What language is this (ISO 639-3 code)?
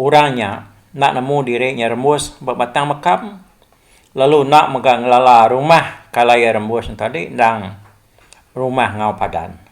iba